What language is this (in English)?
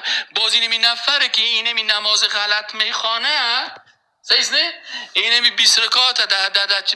Persian